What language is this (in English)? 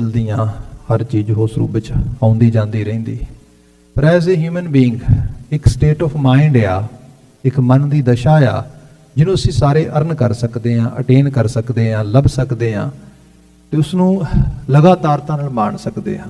Punjabi